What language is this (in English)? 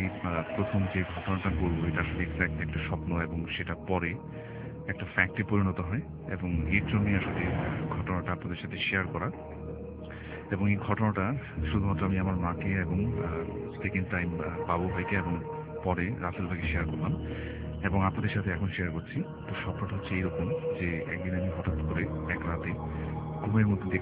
Bangla